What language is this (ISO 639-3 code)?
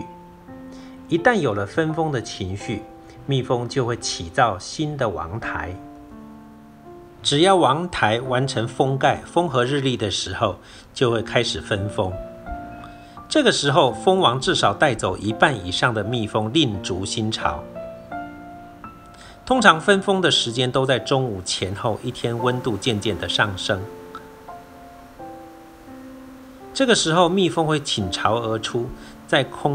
zho